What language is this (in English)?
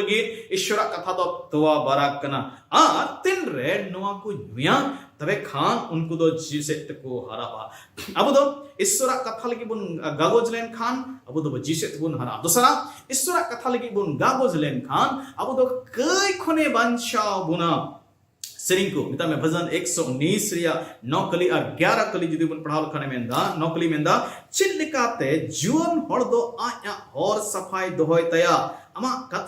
Santali